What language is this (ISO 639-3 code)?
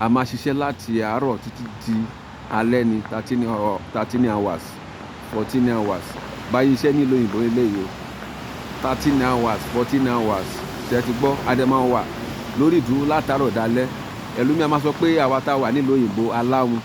yor